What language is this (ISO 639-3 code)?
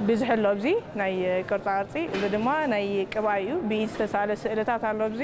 tir